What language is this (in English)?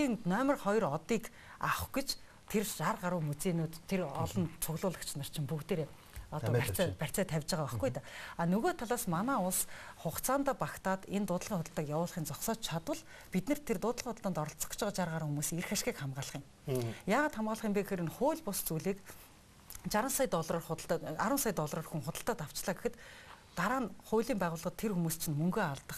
Mongolian